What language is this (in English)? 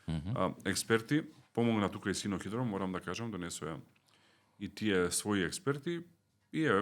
Macedonian